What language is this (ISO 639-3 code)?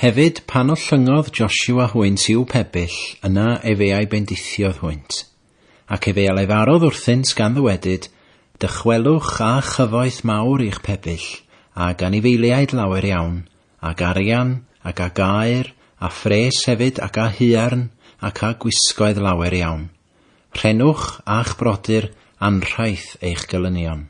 cym